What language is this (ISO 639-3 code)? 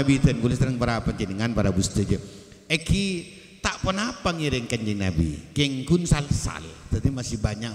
mad